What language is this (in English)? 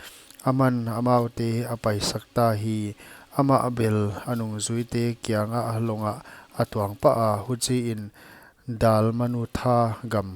Paite Chin